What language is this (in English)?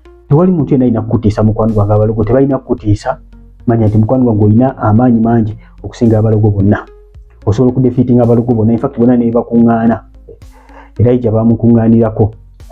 Ganda